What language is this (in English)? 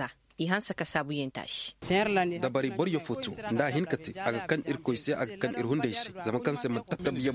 Koyraboro Senni